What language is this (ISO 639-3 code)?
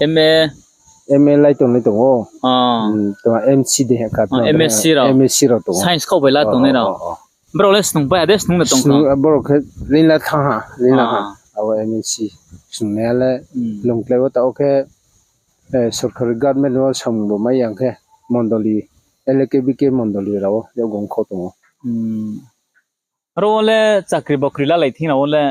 ria